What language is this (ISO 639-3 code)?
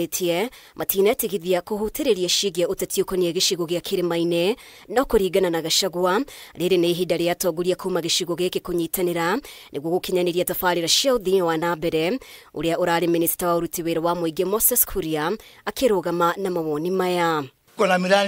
kik